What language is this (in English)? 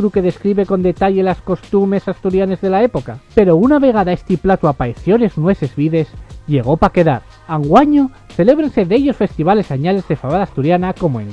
Asturian